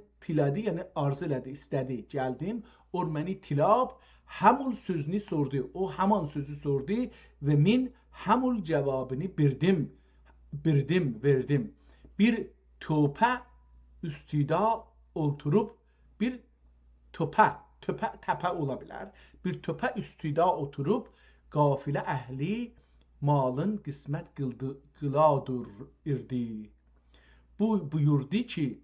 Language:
South Azerbaijani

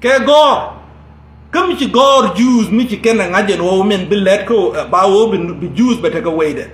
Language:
Nuer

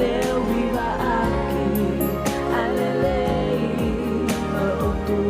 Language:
Tongan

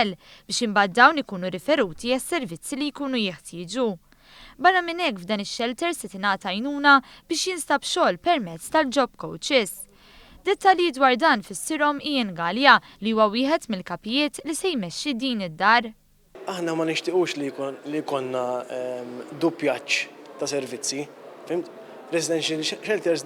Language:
Maltese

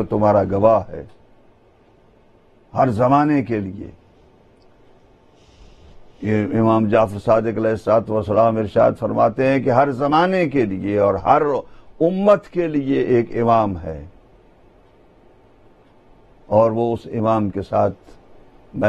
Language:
Urdu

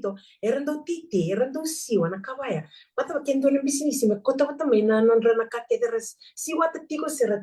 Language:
Fijian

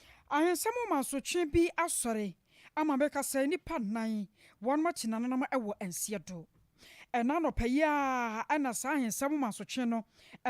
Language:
Akan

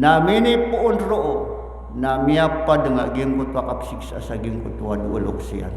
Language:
Maranao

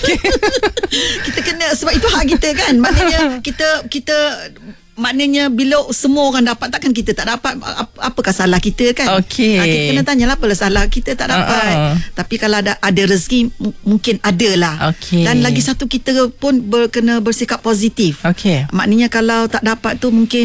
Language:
Malay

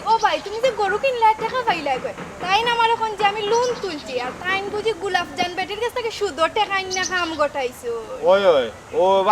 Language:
Sylheti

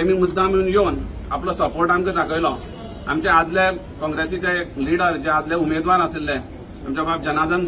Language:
Konkani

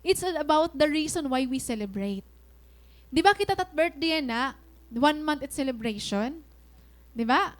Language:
Waray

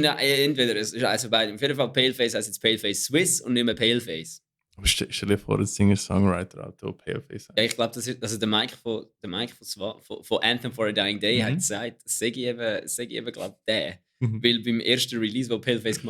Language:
Swiss German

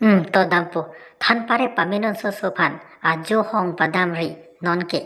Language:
Karbi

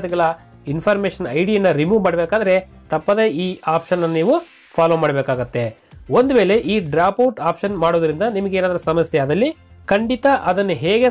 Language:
Kannada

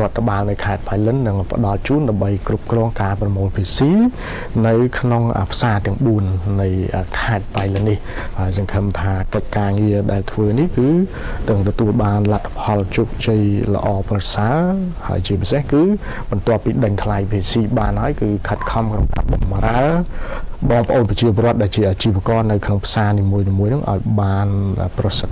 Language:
Khmer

